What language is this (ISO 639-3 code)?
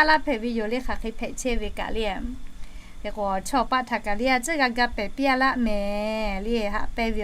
lhu